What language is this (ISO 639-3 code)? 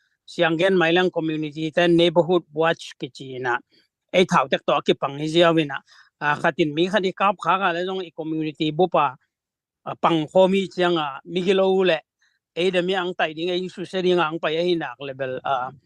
ctd